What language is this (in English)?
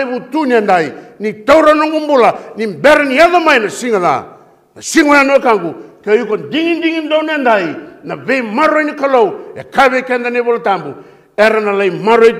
Fijian